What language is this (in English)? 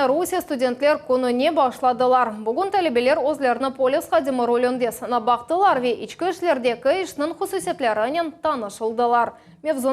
Crimean Tatar